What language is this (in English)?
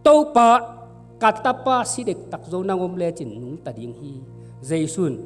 Tedim Chin